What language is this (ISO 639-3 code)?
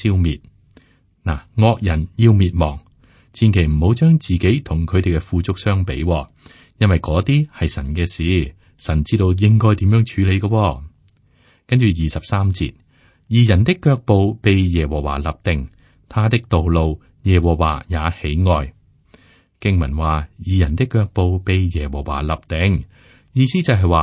yue